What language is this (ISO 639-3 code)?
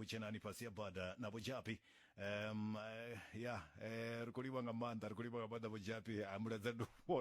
ven